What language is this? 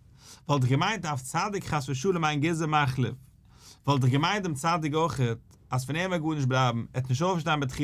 Yiddish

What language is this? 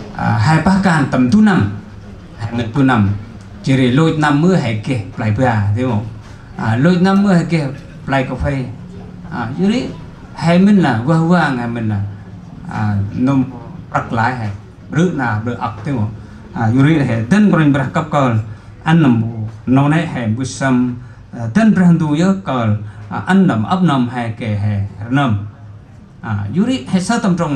Central Mnong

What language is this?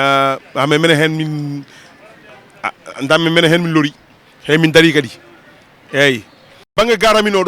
Fula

